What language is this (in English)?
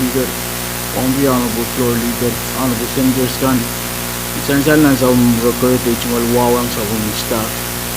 Pohnpeian